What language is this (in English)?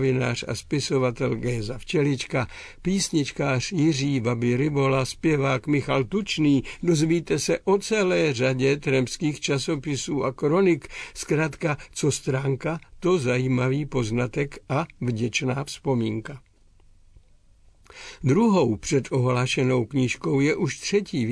Czech